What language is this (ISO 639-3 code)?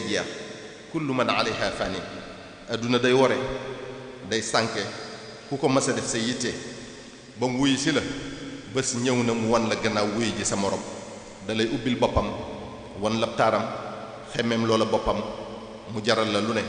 wol